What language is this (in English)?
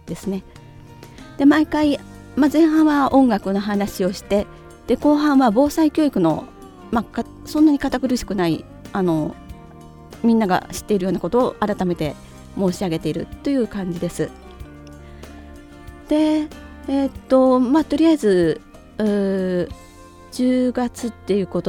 Japanese